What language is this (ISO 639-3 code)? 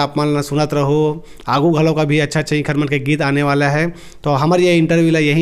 hne